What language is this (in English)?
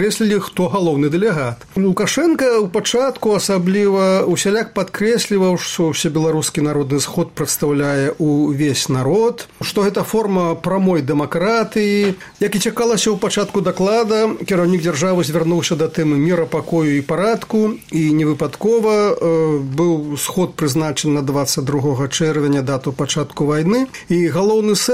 Belarusian